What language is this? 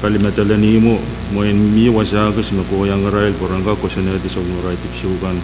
Pohnpeian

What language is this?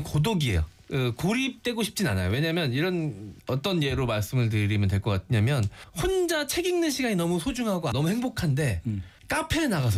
Korean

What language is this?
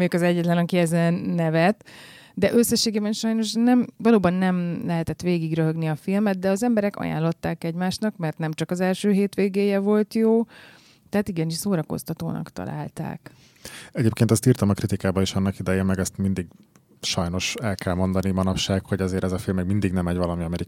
Hungarian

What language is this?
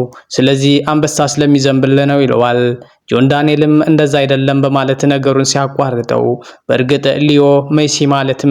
Amharic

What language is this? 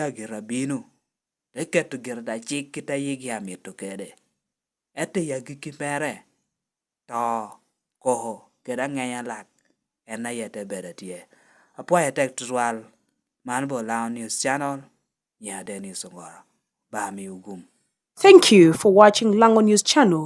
Lango (Uganda)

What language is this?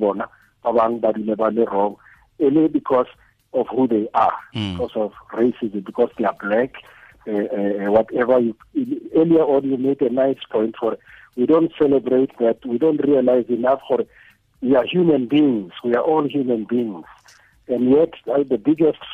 Tswana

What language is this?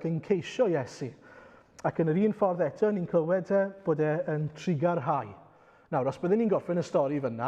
Welsh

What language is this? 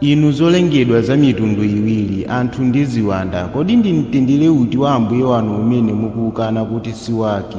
Nyanja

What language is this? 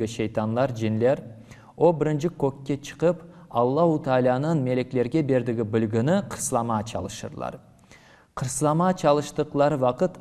Crimean Tatar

